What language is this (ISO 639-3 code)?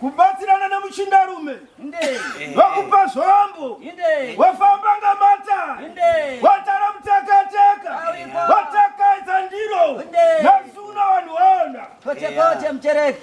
sna